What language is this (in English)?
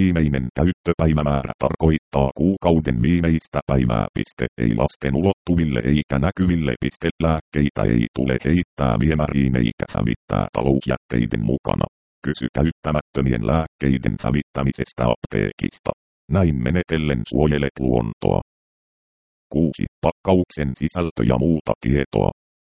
Finnish